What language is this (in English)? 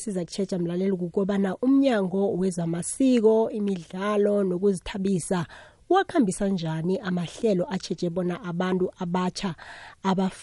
South Ndebele